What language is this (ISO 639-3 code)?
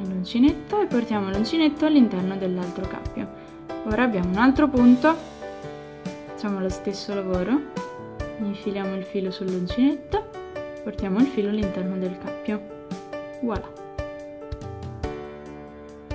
ita